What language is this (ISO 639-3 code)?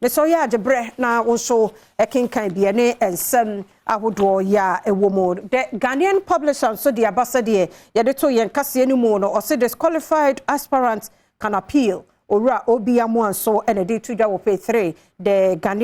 aka